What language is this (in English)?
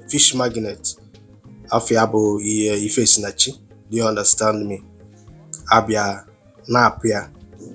Igbo